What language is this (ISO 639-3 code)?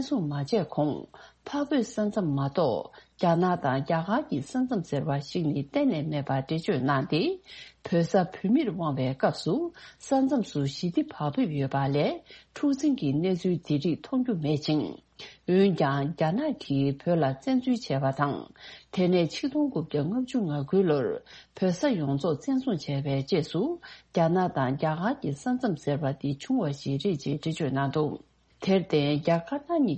bod